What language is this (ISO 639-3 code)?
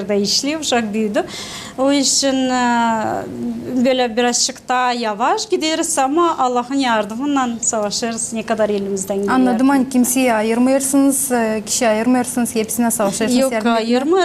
gag